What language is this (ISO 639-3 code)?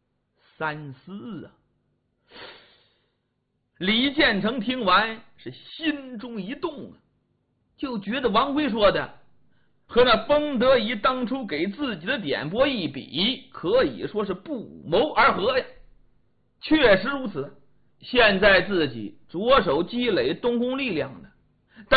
zho